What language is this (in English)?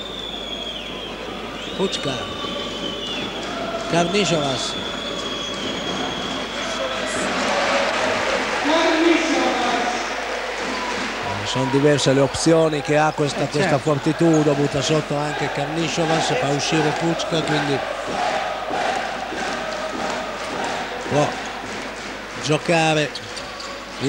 Italian